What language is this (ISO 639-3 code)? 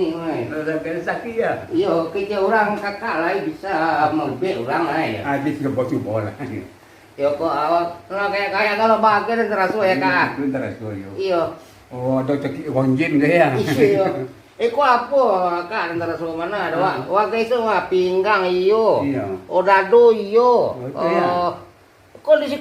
min